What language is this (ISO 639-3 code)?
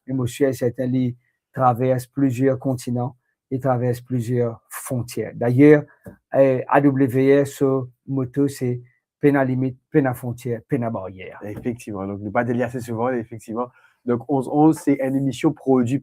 mfe